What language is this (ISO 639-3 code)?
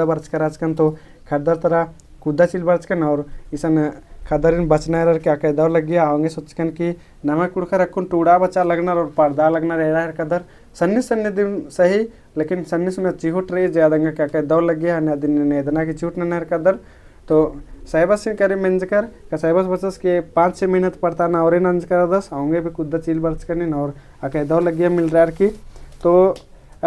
kru